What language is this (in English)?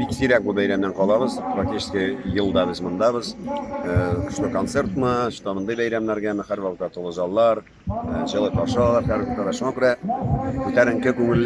Tatar